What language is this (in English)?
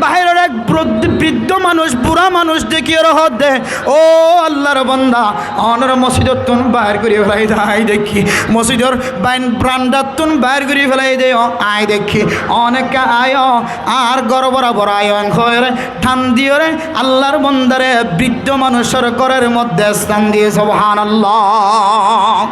Rohingya